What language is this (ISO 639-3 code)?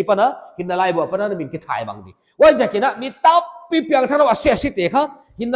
pck